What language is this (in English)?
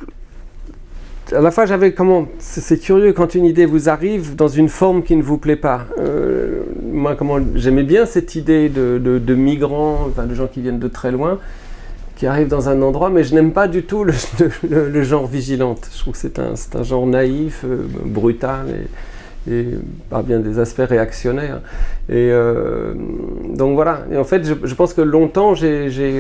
French